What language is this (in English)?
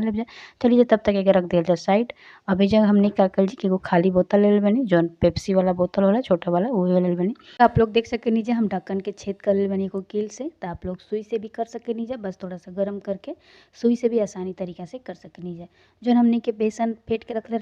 Bhojpuri